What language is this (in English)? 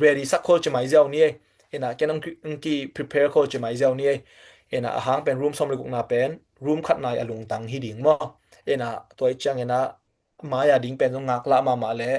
Tedim Chin